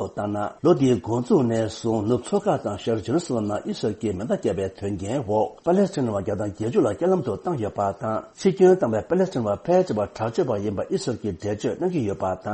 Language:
Tibetan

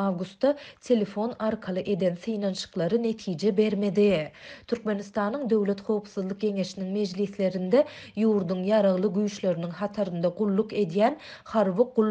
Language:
Turkmen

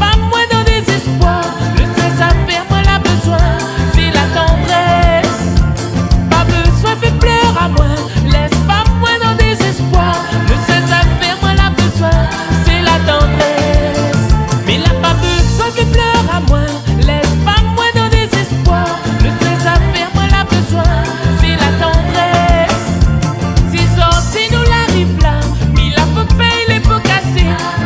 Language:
Réunion Creole French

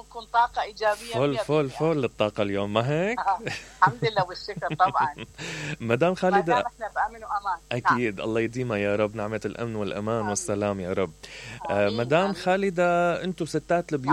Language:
Mesopotamian Arabic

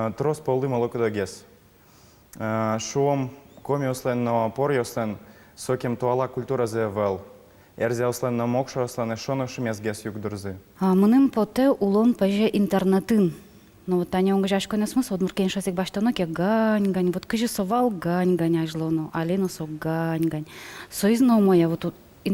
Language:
Udmurt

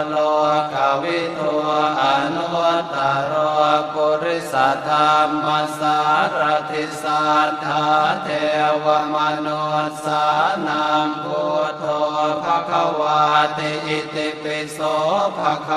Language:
Pali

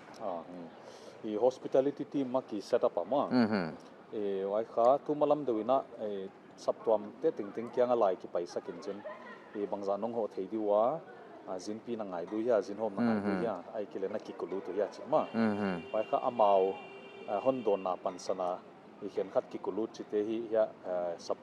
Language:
Paite Chin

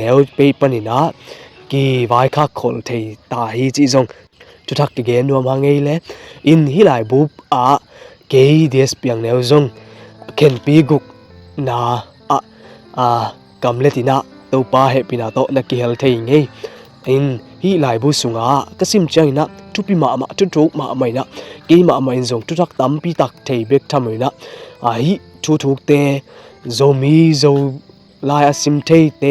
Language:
Tedim Chin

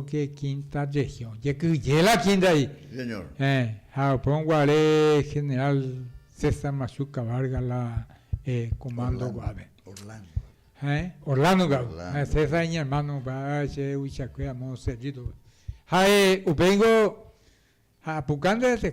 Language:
Guarani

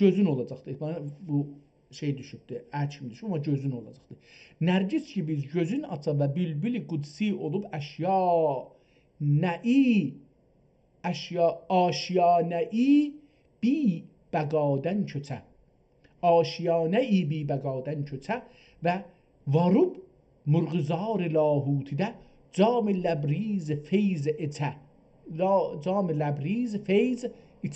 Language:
South Azerbaijani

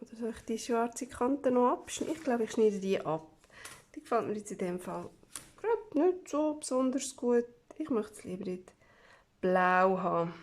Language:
Swiss German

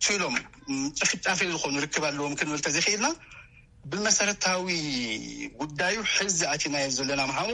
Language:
Tigrinya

